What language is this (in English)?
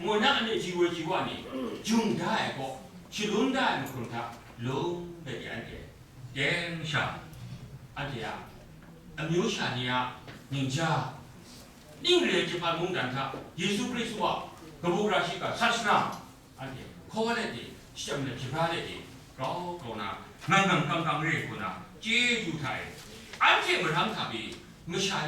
Kachin